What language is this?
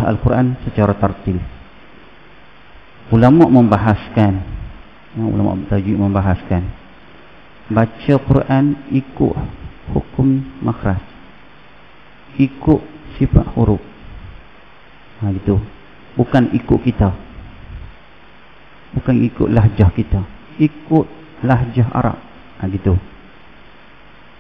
Malay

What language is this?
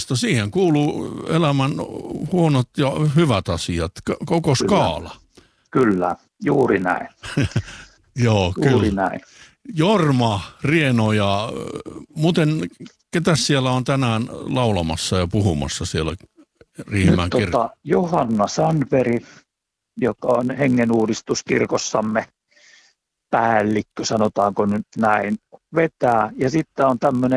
Finnish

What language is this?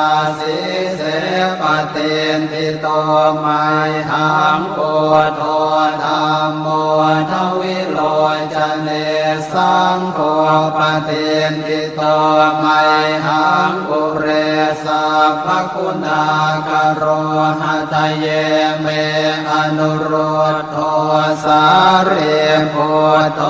Pali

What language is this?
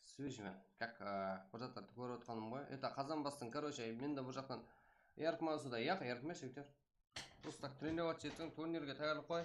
Kara-Kalpak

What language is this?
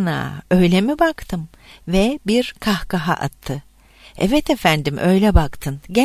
Turkish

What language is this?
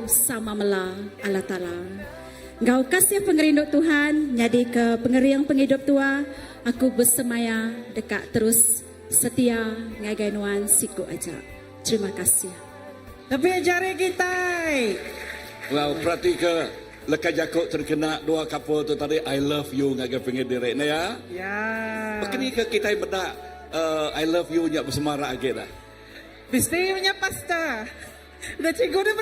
Iban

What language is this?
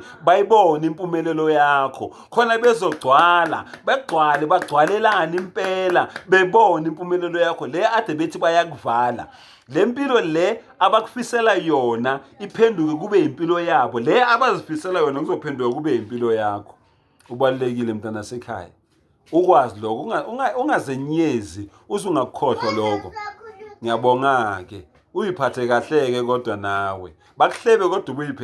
Zulu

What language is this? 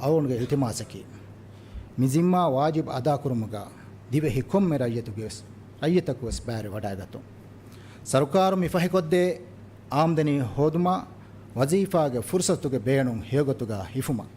Divehi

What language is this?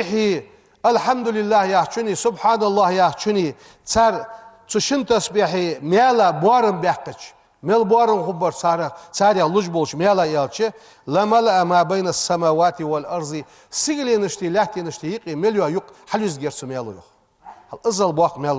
Ingush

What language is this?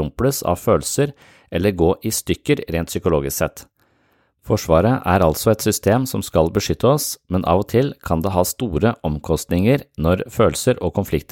Norwegian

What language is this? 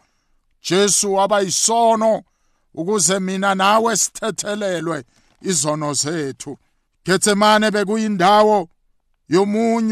South Ndebele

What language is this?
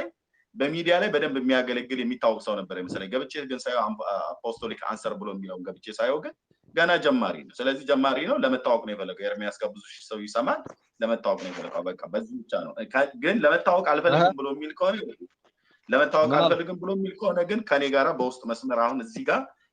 Amharic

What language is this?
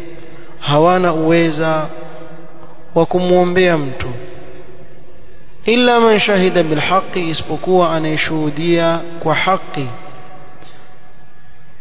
Swahili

